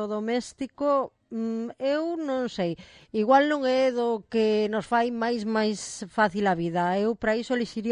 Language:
Galician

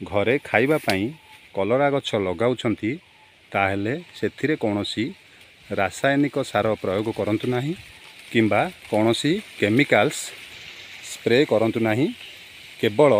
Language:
Odia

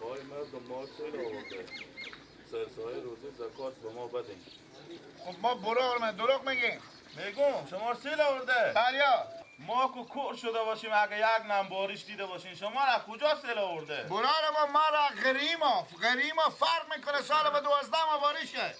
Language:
Persian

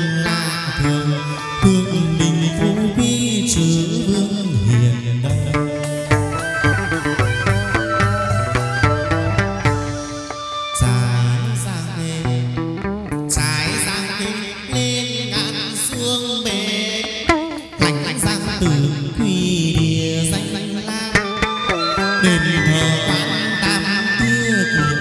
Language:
Vietnamese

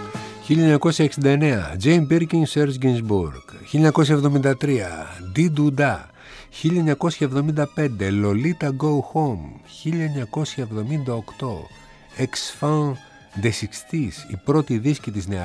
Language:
Greek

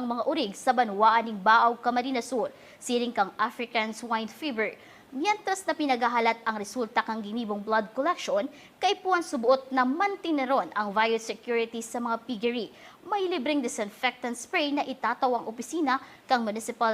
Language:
Bikol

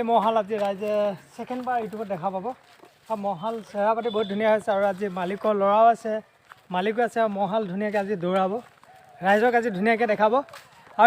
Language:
Assamese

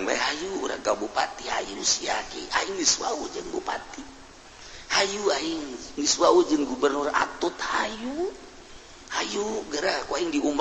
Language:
Sundanese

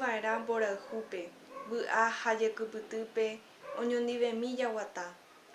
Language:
Guarani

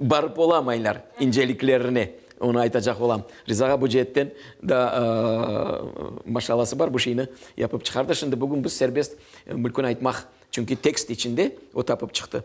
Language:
Crimean Tatar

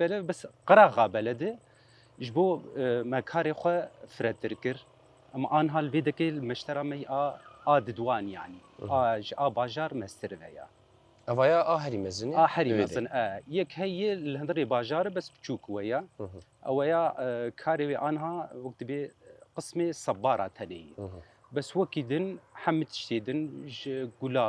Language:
Kurdish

